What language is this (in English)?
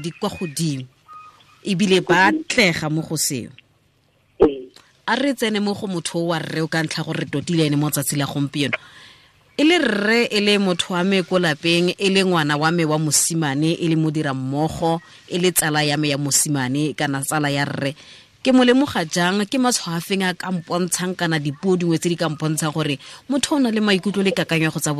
Tswana